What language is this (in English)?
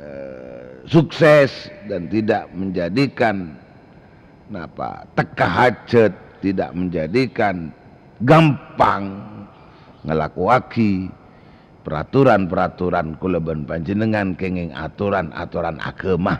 Madurese